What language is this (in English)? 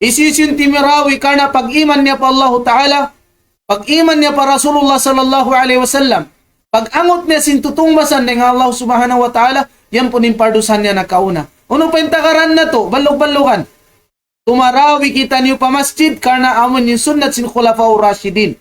Tausug